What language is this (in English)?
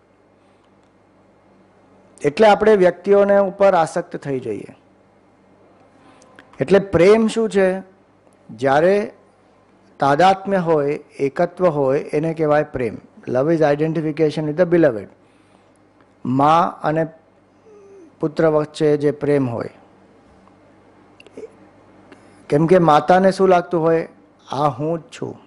Gujarati